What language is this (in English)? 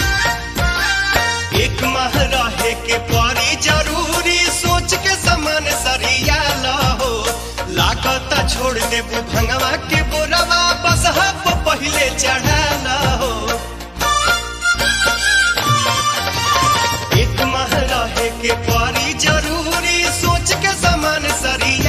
Bhojpuri